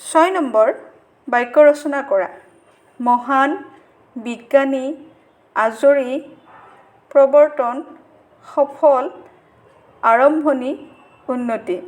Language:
Assamese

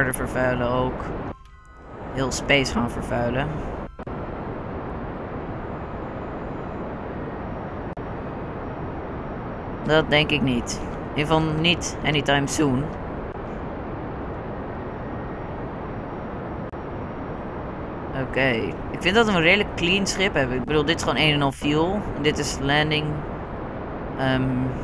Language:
Dutch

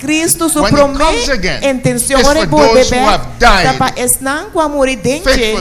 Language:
Papiamento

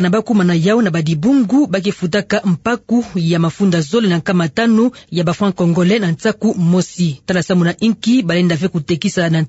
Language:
Kituba (Democratic Republic of Congo)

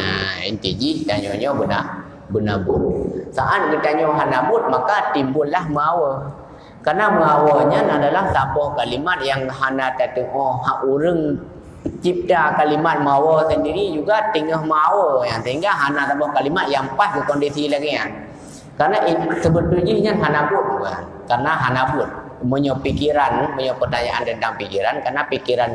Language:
Achinese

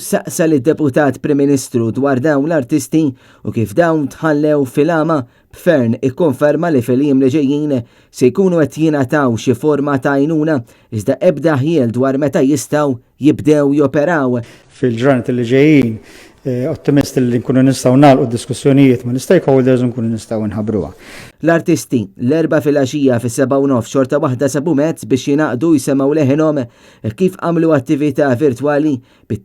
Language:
Maltese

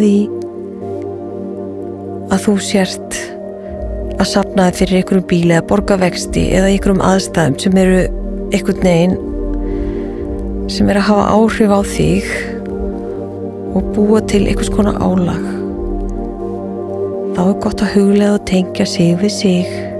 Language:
Icelandic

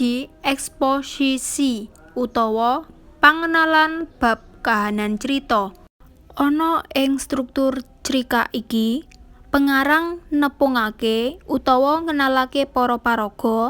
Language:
Javanese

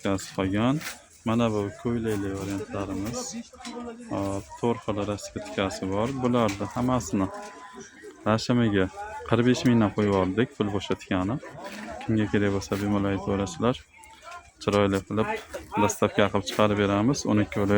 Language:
Uzbek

